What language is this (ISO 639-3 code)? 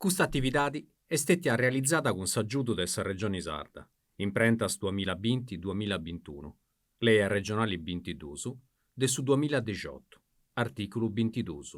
srd